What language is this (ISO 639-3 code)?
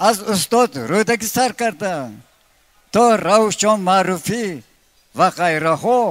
tgk